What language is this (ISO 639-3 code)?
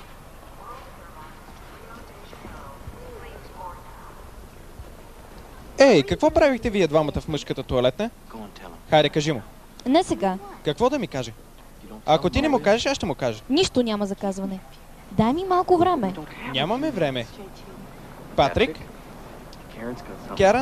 bul